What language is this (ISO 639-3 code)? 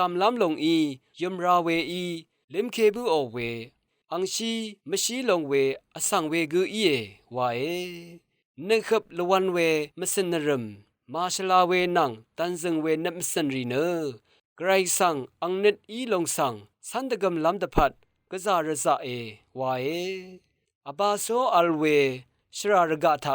raw